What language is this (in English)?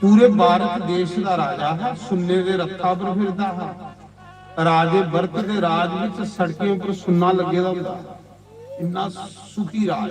Dogri